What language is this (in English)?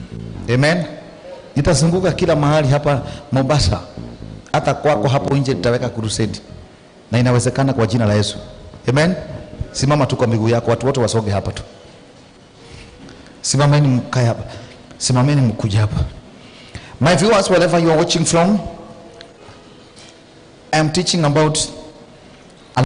Swahili